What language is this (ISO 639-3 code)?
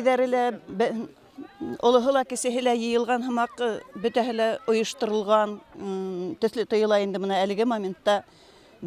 bak